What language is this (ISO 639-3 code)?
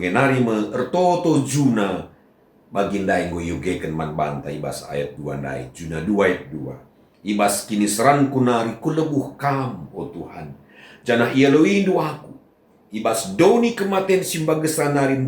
btx